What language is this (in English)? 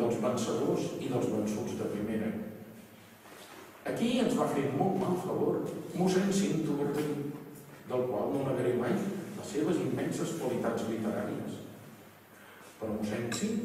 Catalan